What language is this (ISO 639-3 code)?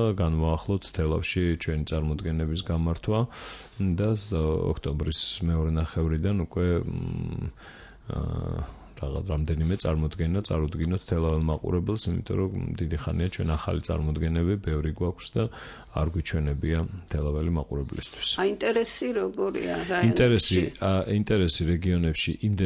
kat